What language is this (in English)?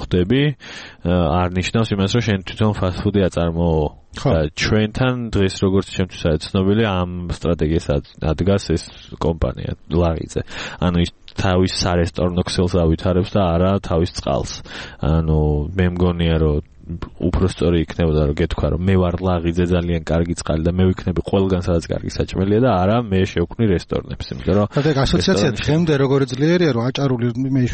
Georgian